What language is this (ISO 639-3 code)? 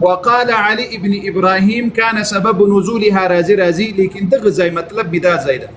pus